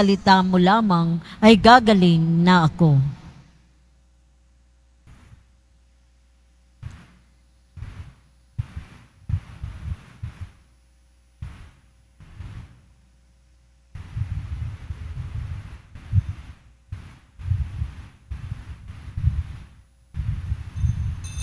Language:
Filipino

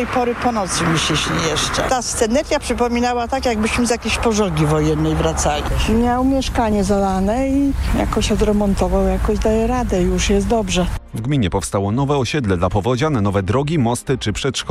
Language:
Polish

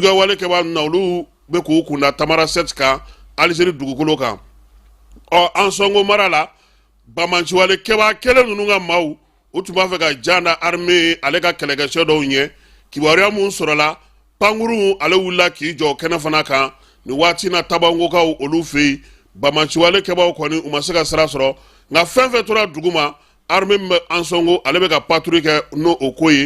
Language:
Bambara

